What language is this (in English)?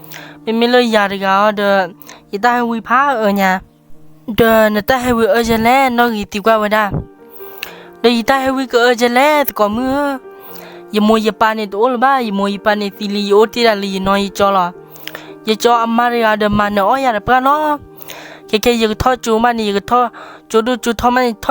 S'gaw Karen